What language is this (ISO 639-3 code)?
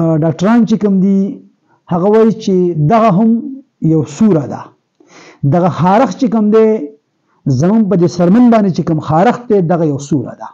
pus